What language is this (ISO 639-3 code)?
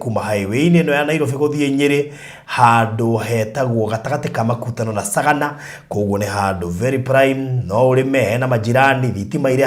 kik